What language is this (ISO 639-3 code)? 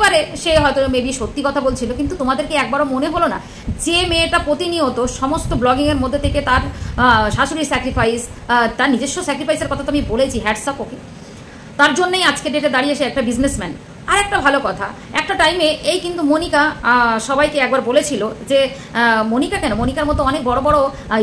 ben